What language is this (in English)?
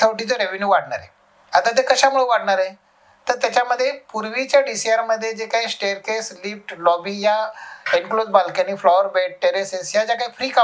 Marathi